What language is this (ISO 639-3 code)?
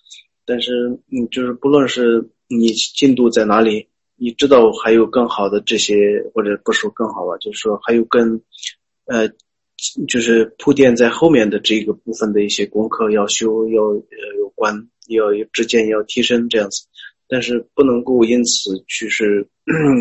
zho